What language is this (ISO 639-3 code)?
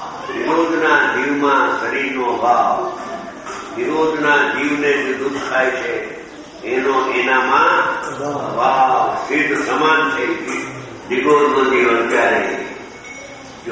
guj